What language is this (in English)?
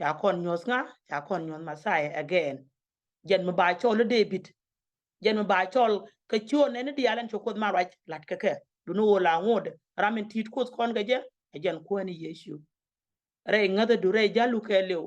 Nuer